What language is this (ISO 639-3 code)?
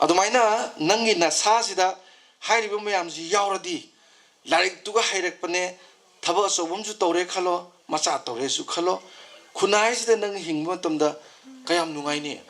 mni